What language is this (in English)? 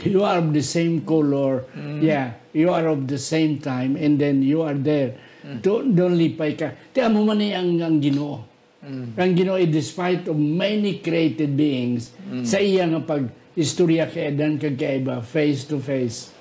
Hiligaynon